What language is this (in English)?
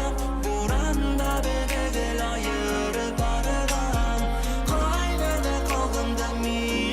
Bashkir